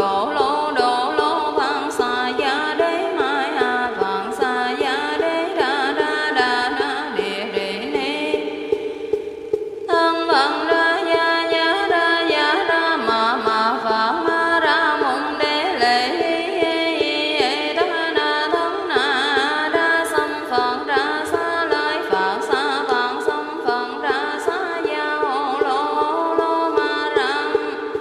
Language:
Vietnamese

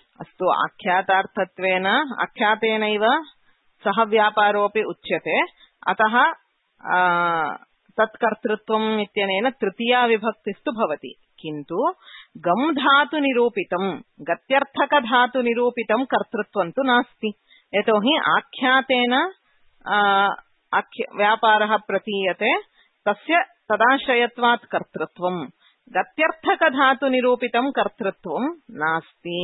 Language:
Sanskrit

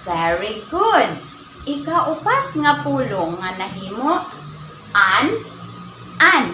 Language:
Waray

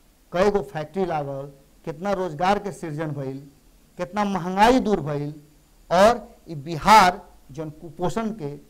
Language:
Bhojpuri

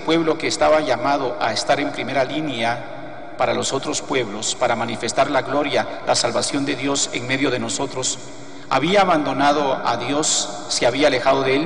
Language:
Spanish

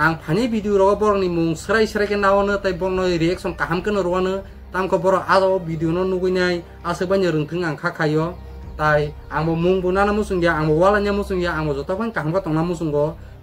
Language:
Kok Borok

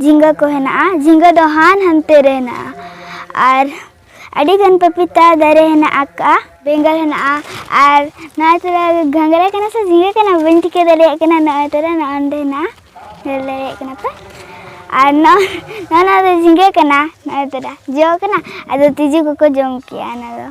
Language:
Santali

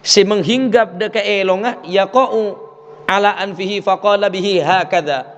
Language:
Madurese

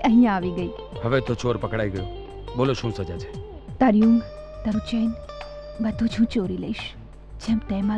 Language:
Gujarati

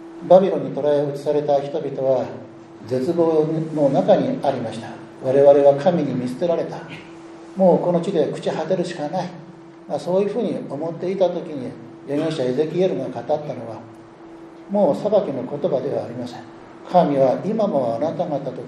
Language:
Japanese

